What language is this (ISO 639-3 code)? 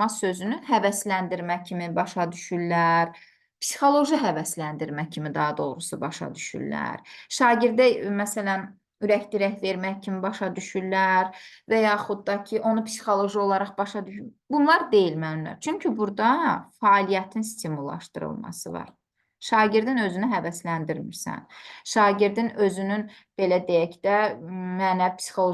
aze